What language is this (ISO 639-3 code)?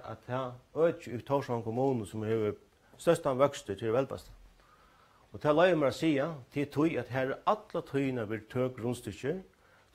fao